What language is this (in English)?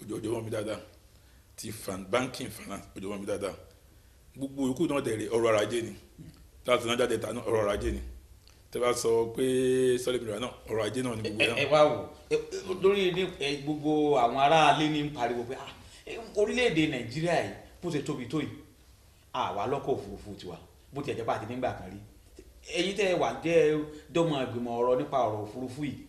Yoruba